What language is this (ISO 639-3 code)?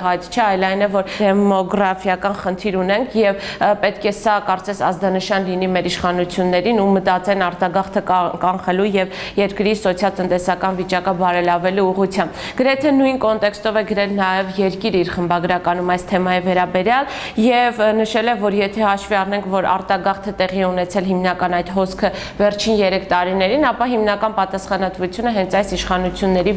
hye